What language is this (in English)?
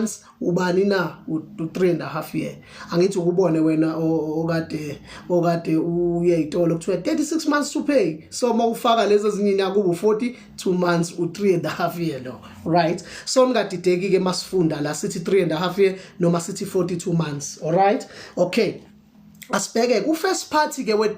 Zulu